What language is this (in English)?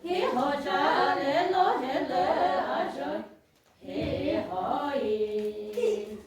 Chokri Naga